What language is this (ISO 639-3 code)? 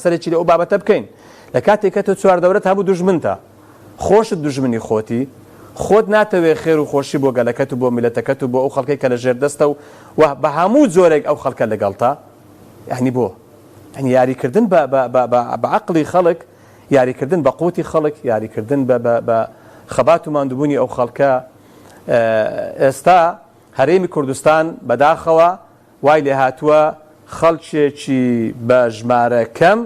ckb